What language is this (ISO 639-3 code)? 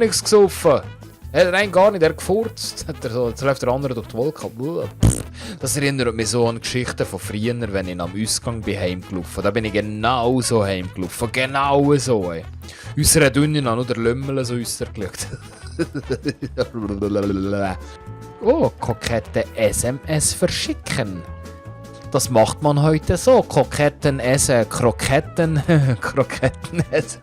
gsw